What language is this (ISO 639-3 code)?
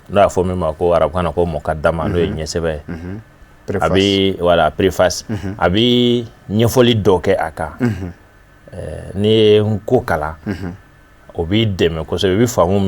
bam